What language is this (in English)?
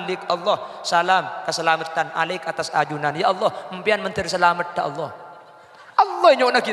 Madurese